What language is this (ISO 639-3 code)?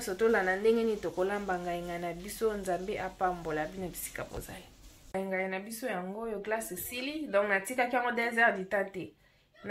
lin